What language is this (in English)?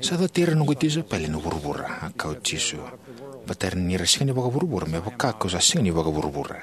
Fijian